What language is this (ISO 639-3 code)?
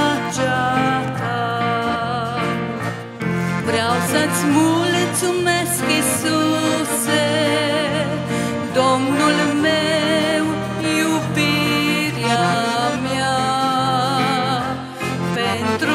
ron